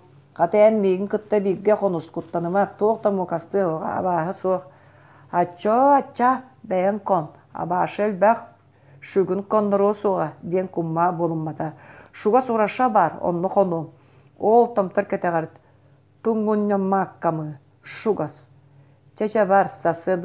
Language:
Yakut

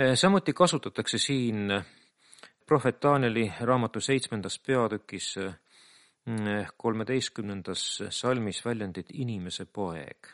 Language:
Estonian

